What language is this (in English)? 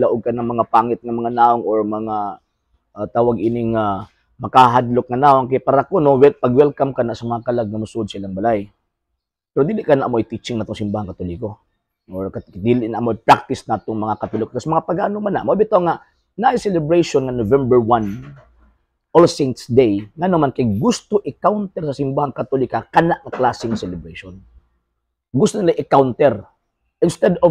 Cebuano